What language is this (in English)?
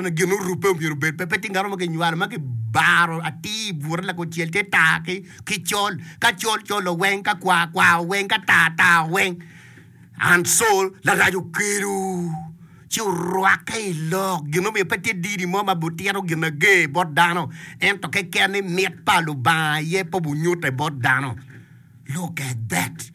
Acoli